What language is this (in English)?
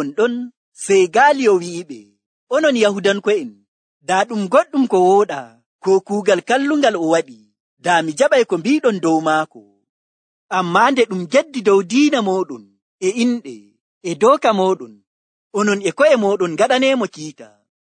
Nigerian Fulfulde